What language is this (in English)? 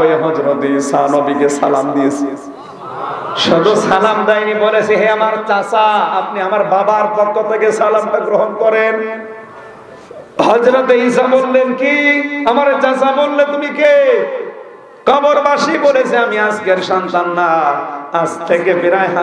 Bangla